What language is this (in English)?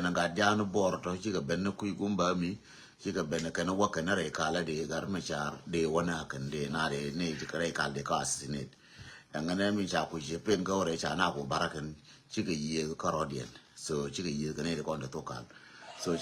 Nuer